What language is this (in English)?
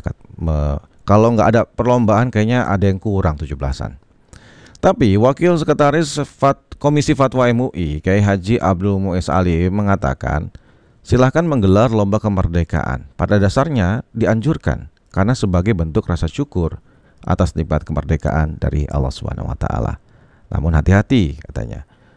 Indonesian